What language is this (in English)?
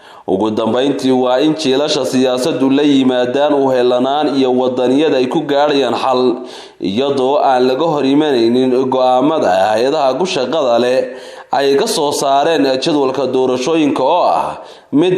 Somali